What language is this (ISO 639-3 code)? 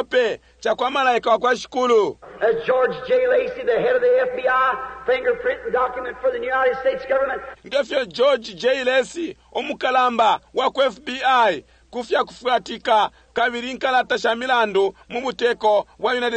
bem